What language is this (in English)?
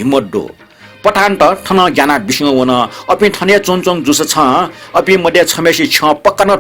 Newari